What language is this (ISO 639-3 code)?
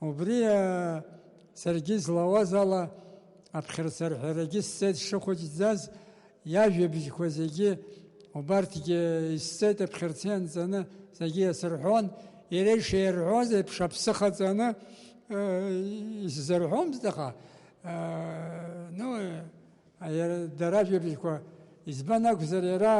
abk